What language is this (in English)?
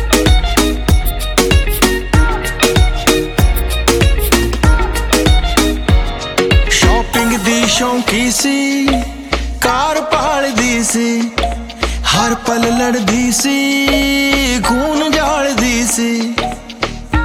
Punjabi